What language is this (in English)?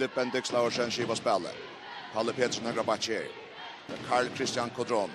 Faroese